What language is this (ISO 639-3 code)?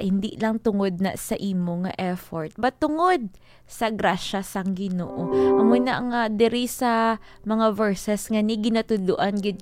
hil